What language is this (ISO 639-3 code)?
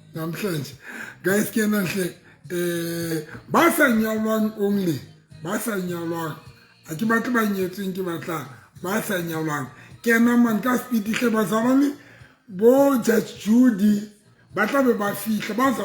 sot